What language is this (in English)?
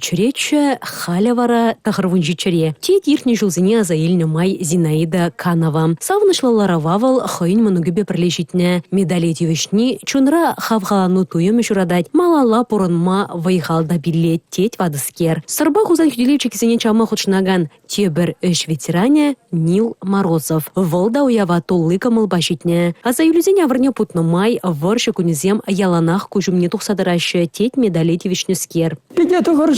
Chuvash